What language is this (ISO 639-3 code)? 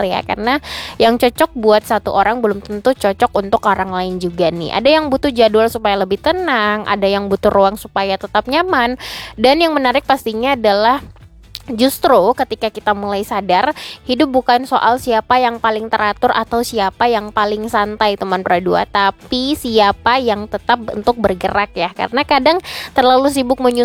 ind